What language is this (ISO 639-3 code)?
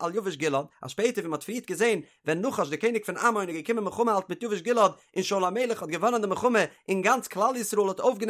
yid